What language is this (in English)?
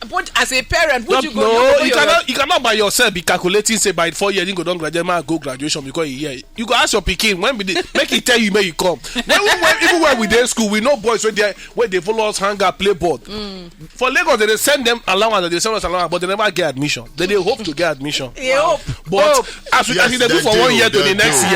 Nigerian Pidgin